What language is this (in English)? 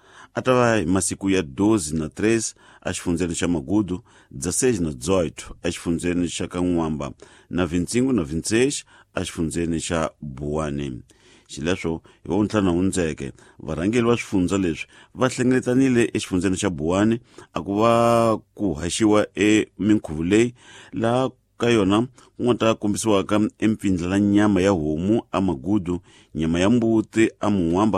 Tsonga